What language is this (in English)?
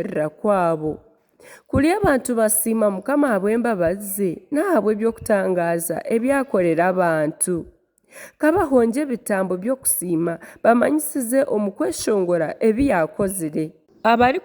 Nyankole